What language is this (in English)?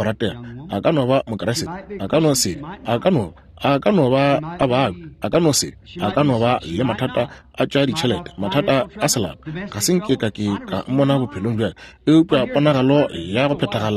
Northern Sotho